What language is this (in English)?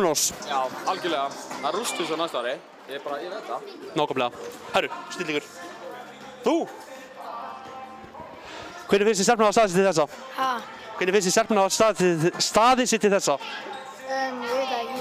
Icelandic